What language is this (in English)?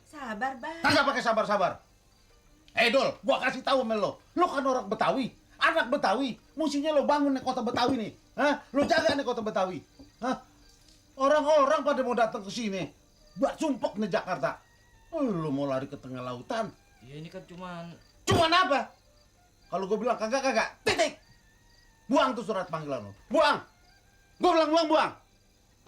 Betawi